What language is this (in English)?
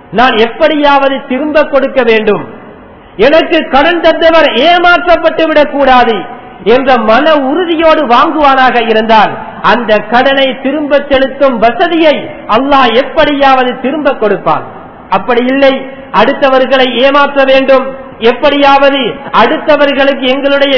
Tamil